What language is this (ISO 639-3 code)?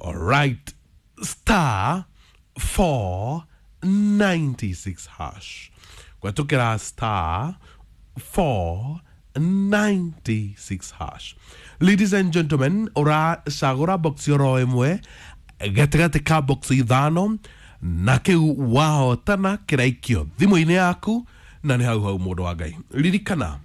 kik